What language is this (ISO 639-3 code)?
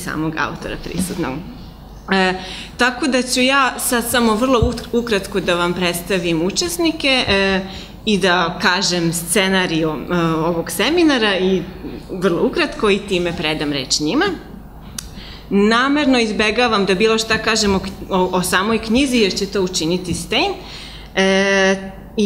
srp